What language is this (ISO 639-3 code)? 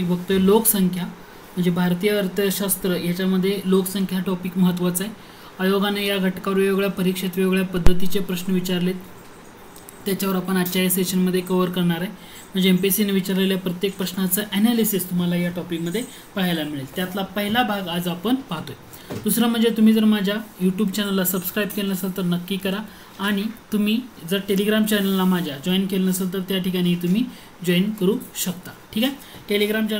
mar